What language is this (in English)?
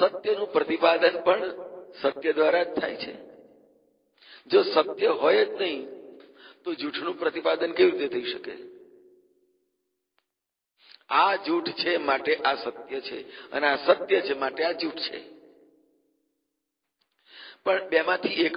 Gujarati